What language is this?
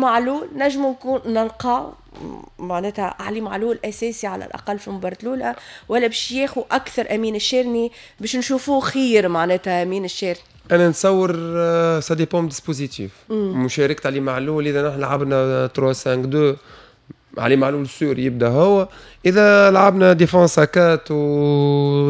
Tunisian Arabic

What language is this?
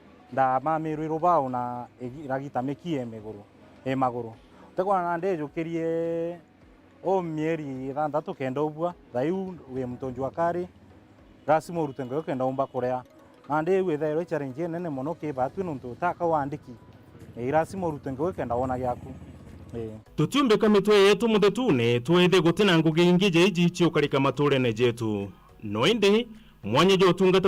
Meru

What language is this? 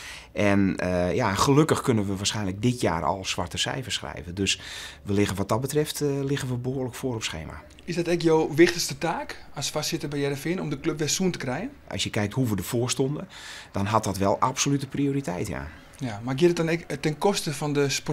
Western Frisian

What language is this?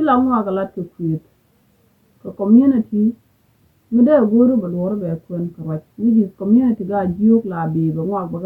Nuer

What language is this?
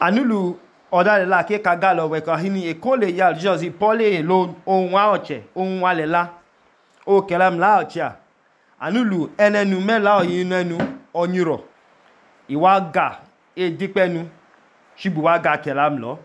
Idoma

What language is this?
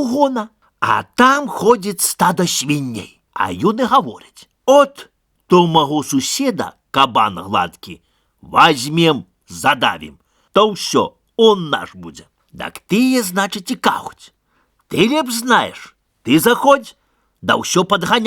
Belarusian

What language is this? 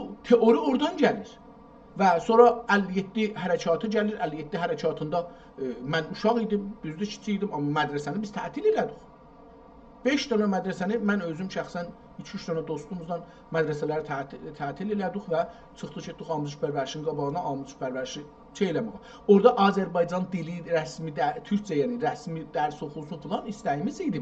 South Azerbaijani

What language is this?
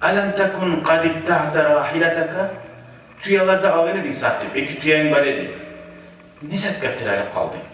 Kumyk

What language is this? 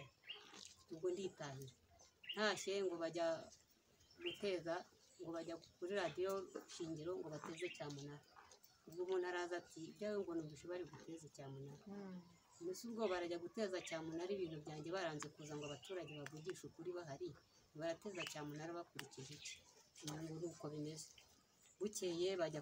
Kinyarwanda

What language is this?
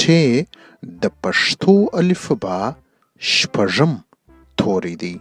Pashto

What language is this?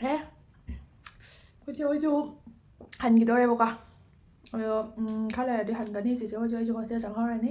Manipuri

